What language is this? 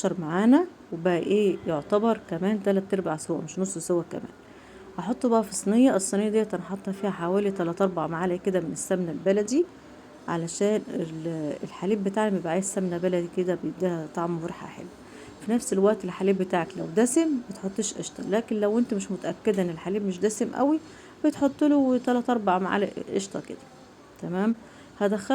Egyptian Arabic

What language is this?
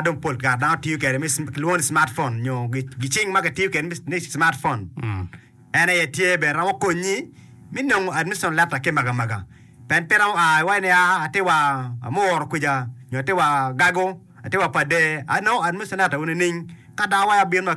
Acoli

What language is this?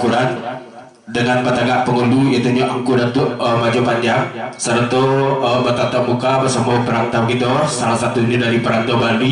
Minangkabau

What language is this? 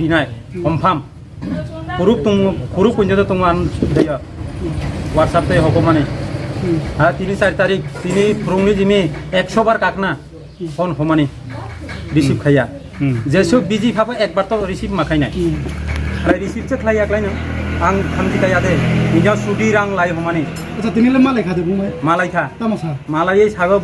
Riang (India)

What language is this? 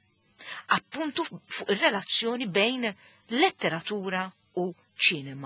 Maltese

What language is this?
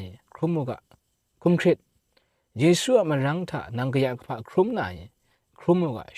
Kachin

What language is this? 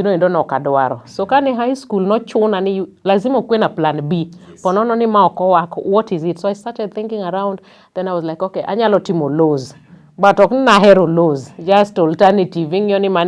Luo (Kenya and Tanzania)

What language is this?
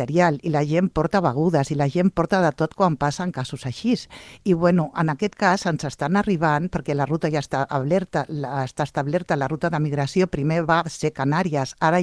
Catalan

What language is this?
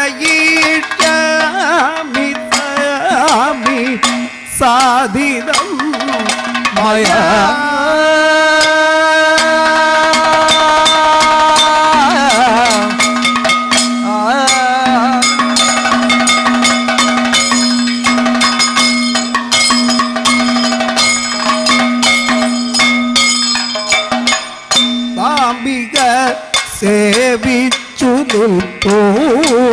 Malayalam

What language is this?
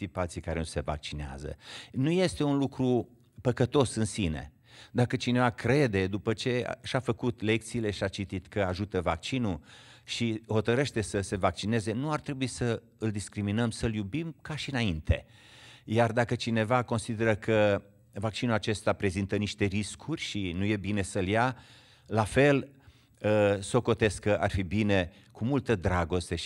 Romanian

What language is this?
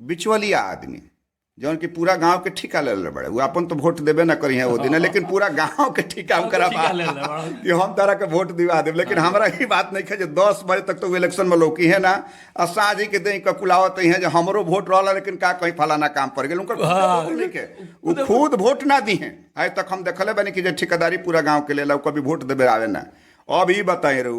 Bhojpuri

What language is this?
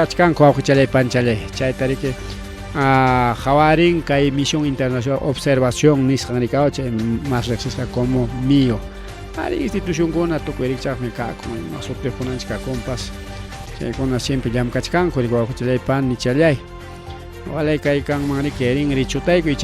Ayacucho Quechua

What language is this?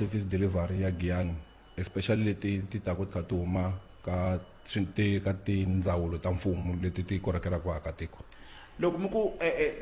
Tsonga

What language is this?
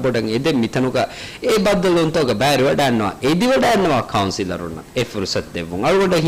Divehi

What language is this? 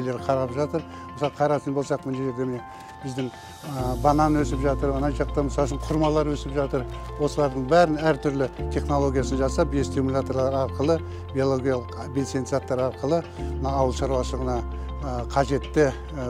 Kazakh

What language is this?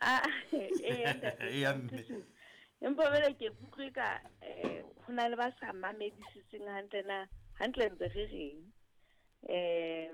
Southern Sotho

